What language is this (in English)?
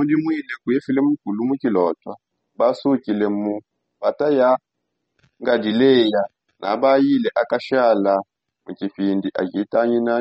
Songe